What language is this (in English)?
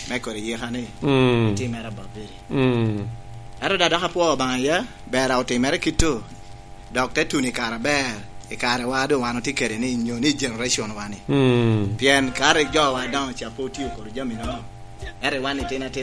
Lango (Uganda)